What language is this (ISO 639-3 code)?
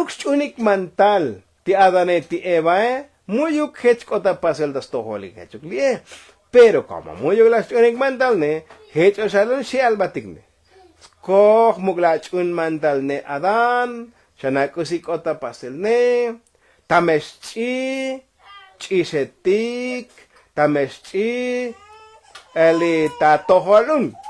tzo